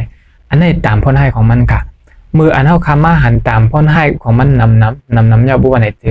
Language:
Shan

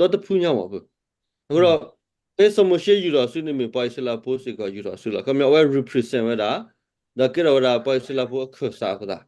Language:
S'gaw Karen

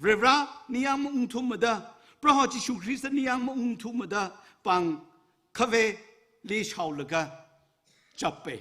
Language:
Tangkhul Naga (India)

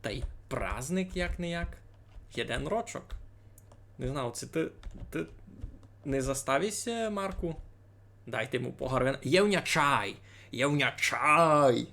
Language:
Rusyn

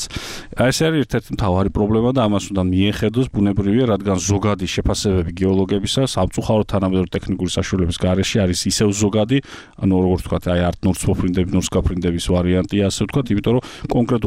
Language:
Georgian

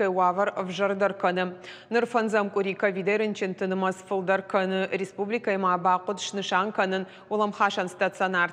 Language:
Ossetic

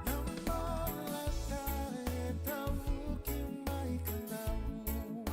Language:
Fijian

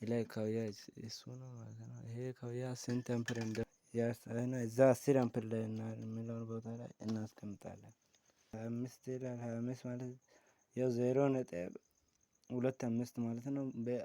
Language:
Amharic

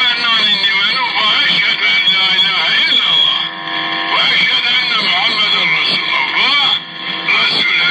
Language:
Zaza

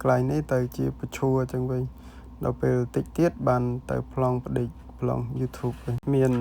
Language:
Khmer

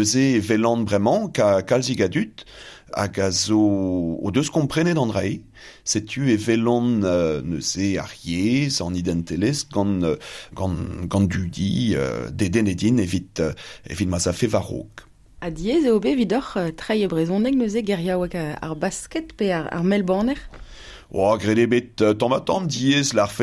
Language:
Breton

